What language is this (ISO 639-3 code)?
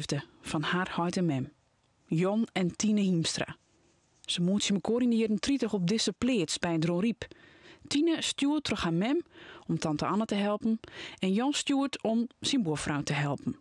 fry